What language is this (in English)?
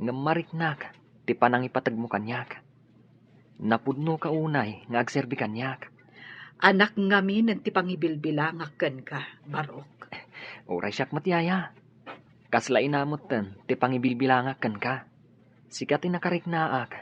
Iloko